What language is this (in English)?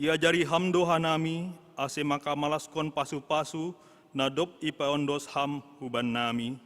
Batak Simalungun